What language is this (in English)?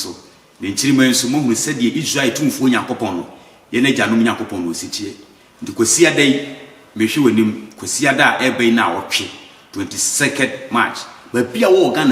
Akan